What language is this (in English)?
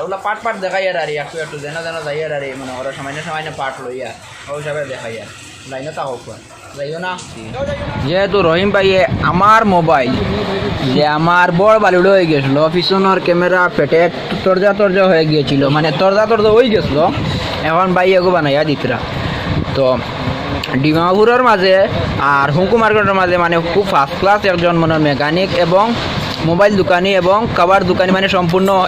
Sylheti